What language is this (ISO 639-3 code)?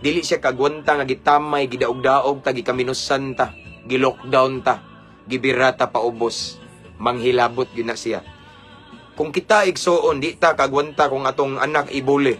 ceb